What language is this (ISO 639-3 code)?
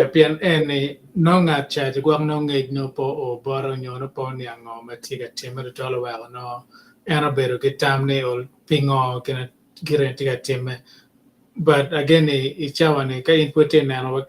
ach